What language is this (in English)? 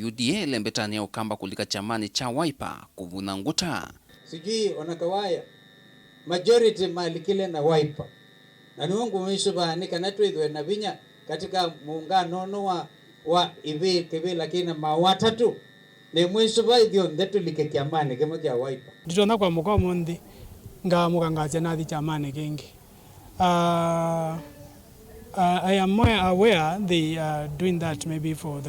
Kamba